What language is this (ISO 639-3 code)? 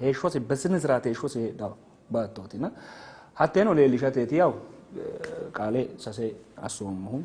sid